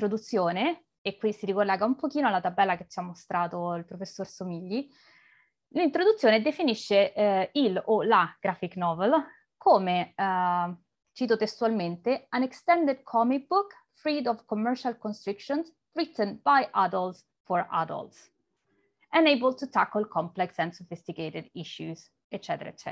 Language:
Italian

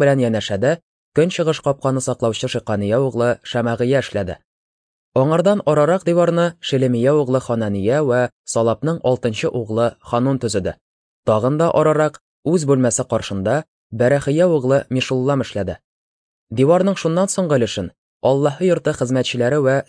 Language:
Tatar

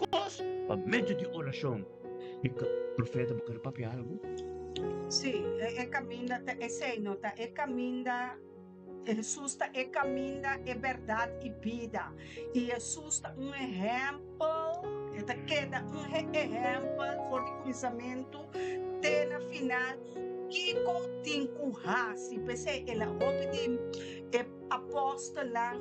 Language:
Papiamento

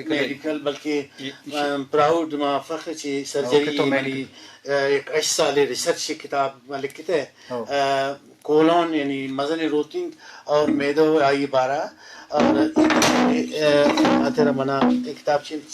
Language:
Brahui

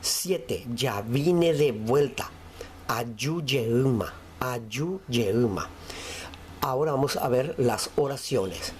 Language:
Guarani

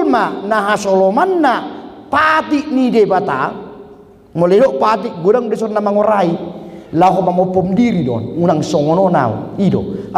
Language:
Batak Toba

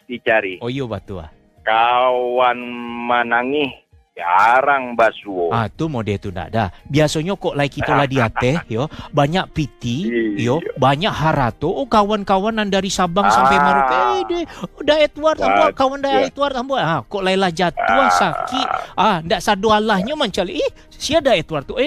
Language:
Minangkabau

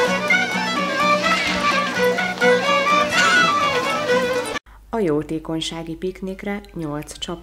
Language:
Hungarian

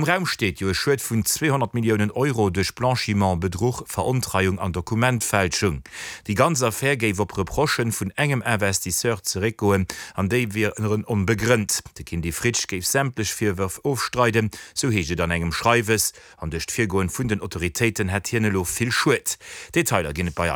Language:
Luxembourgish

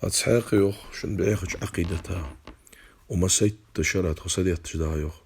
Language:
Ingush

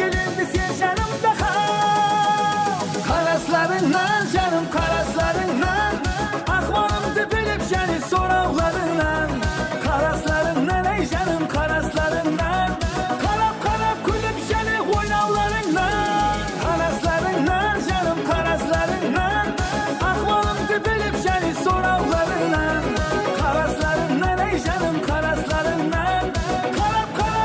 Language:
Kara-Kalpak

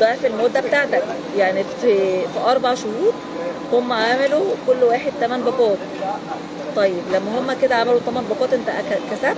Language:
Egyptian Arabic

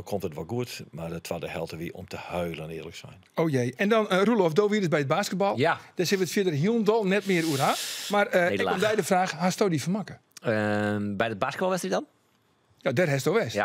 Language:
Western Frisian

